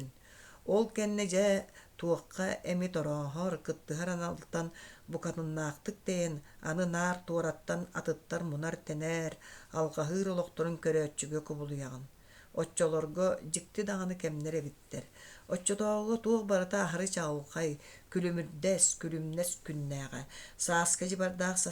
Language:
Yakut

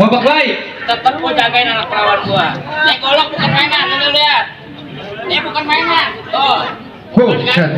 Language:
Betawi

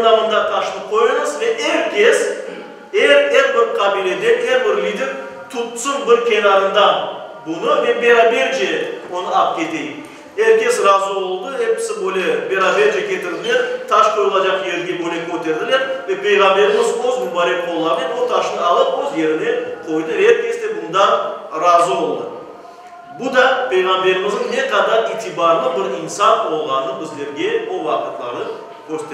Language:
Crimean Tatar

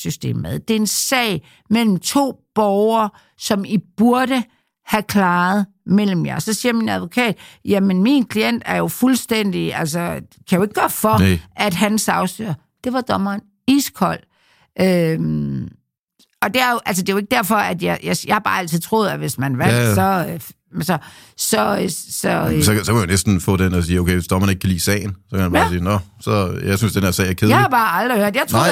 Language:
Danish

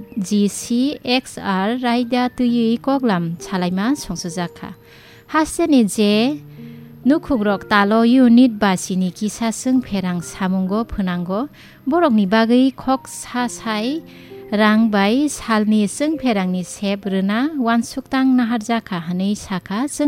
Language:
Kok Borok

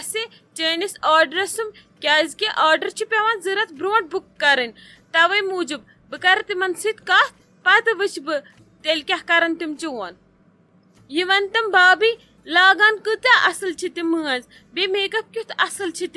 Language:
Kashmiri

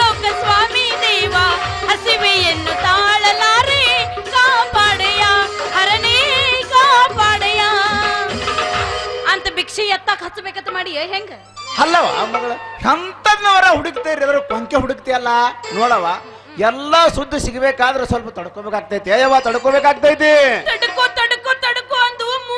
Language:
Kannada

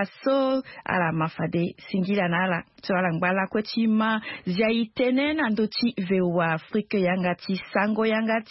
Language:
Sango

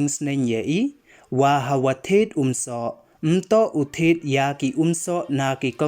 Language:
Pnar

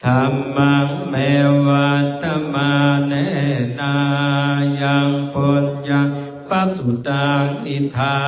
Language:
Pali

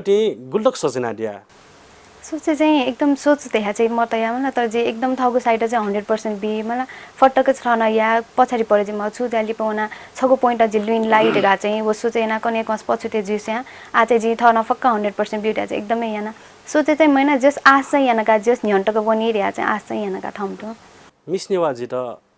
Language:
Newari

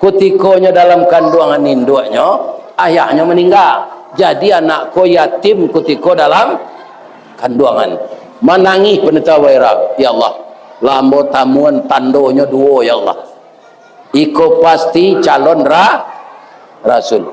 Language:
Minangkabau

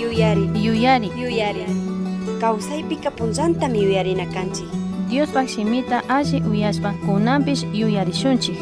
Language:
Chimborazo Highland Quichua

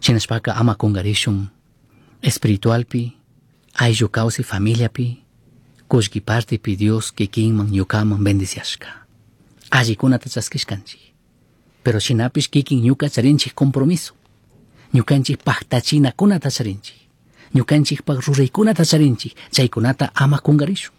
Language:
Chimborazo Highland Quichua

